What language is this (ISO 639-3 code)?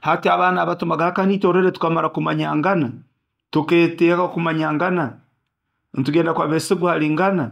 nyo